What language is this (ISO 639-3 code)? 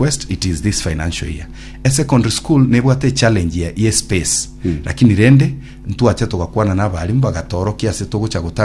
guz